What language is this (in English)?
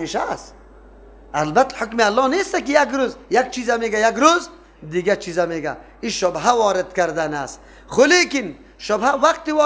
Persian